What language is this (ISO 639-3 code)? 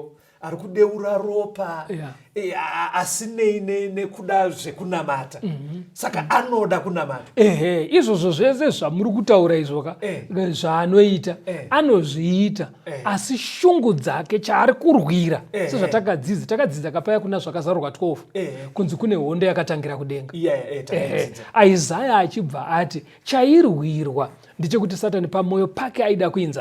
sna